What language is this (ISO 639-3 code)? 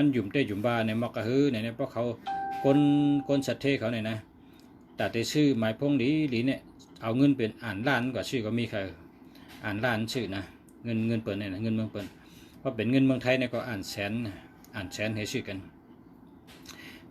shn